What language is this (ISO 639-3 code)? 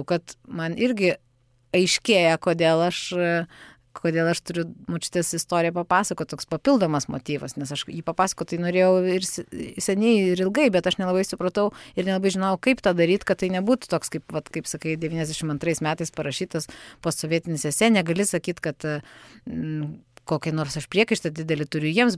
lit